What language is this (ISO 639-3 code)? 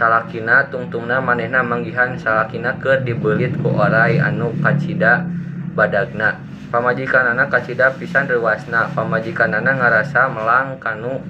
sun